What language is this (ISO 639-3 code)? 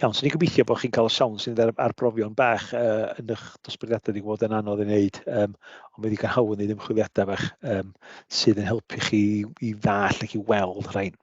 cym